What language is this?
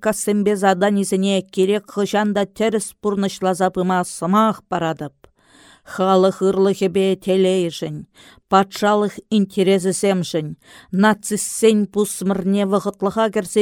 Chuvash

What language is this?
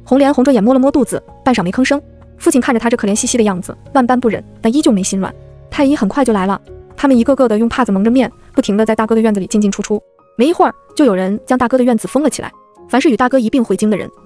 Chinese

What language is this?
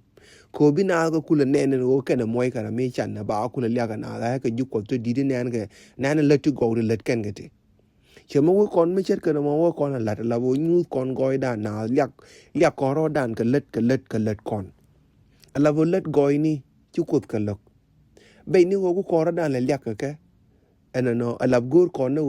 Nuer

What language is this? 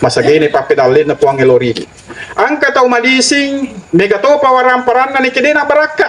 Buginese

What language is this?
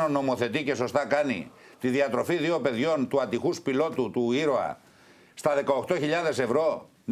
Greek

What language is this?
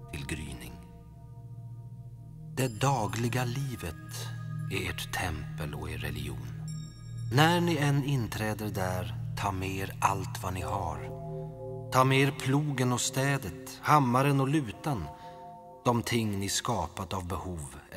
Swedish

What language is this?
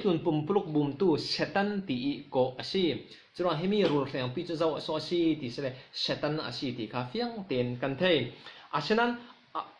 Falam Chin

